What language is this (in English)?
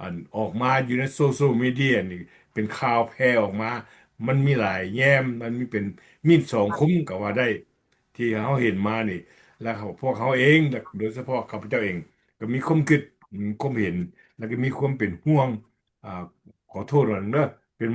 Lao